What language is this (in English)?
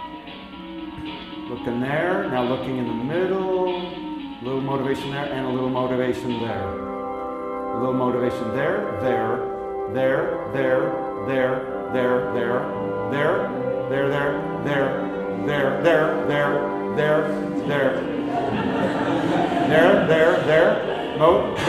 English